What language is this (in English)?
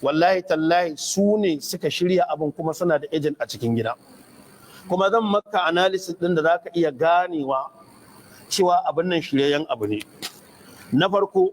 Hausa